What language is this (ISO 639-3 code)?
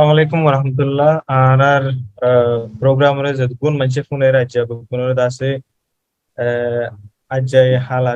rhg